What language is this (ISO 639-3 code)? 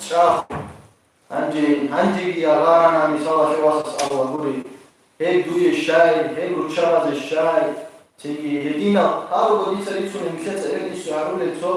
ava